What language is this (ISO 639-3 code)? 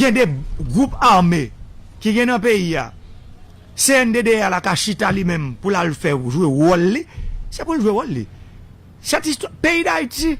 hat